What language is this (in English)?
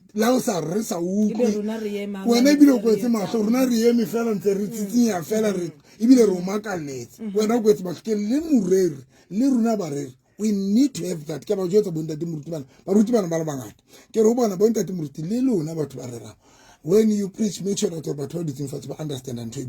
Southern Sotho